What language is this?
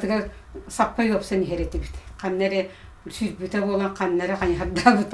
Yakut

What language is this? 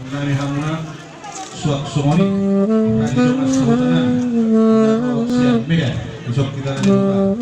Batak Toba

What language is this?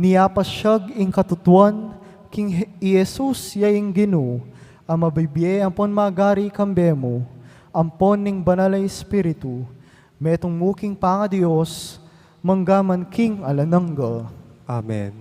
Pampanga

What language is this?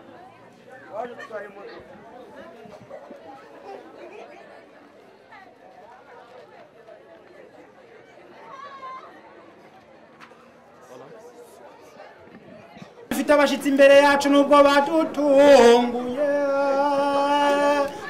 Kinyarwanda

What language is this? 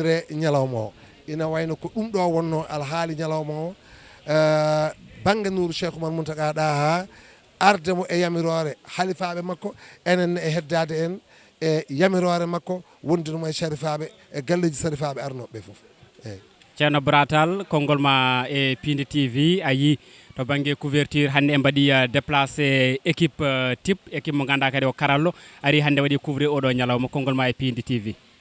Fula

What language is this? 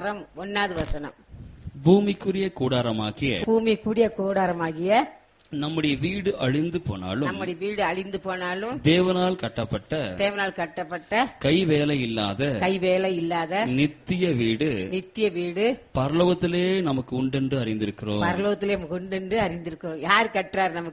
Tamil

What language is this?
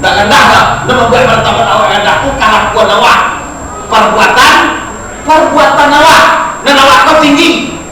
Minangkabau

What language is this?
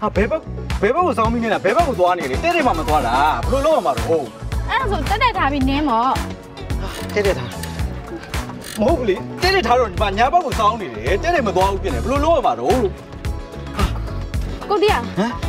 Burmese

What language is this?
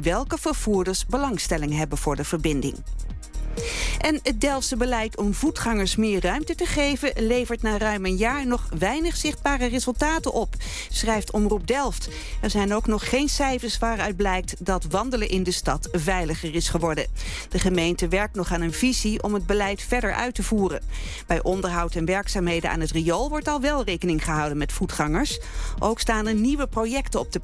Dutch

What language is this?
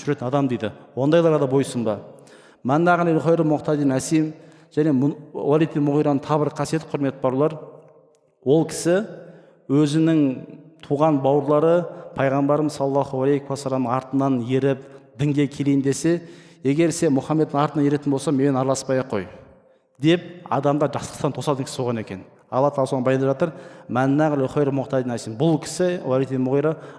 Kazakh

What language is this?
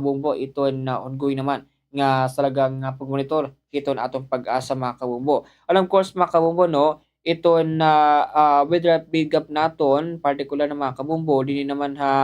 Waray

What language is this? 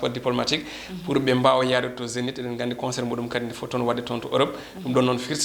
Fula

